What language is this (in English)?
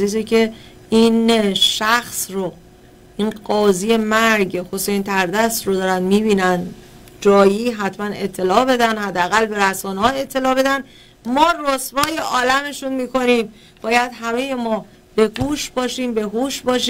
Persian